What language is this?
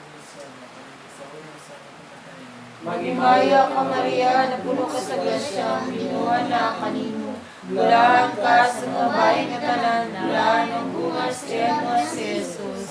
Cebuano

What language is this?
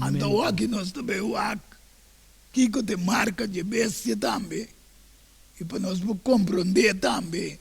Papiamento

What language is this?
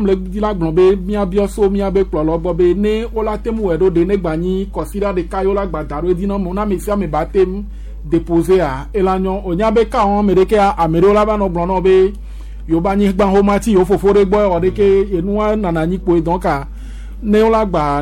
Gen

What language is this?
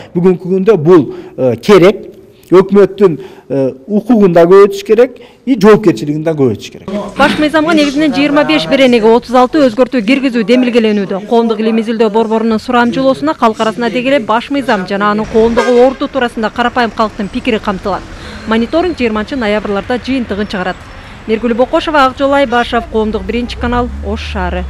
Kyrgyz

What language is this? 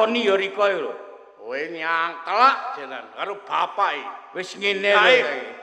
Javanese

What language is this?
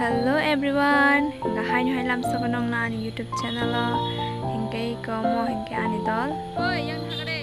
Kok Borok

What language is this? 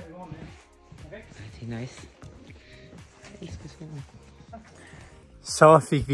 Danish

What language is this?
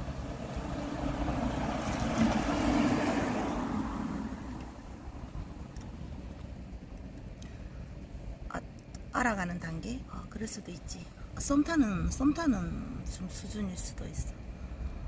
Korean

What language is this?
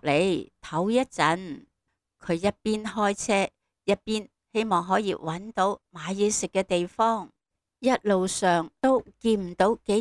Cantonese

